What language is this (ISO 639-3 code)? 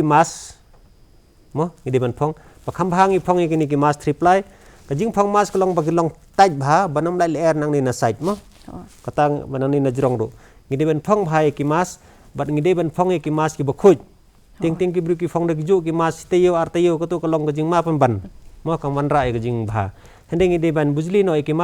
kha